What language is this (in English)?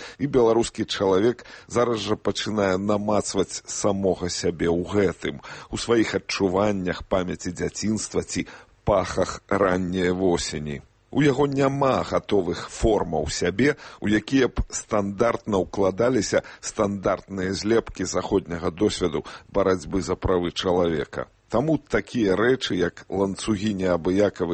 Belarusian